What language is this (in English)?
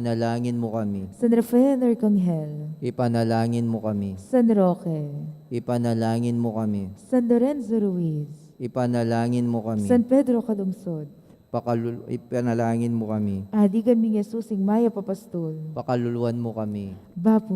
Pampanga